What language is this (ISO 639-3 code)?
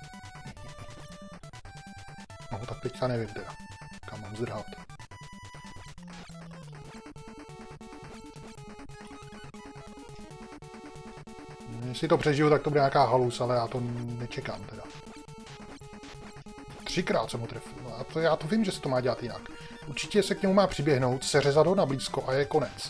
ces